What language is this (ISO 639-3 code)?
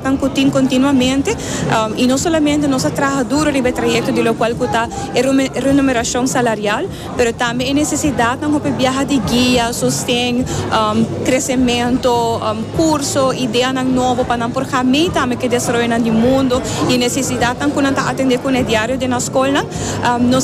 pap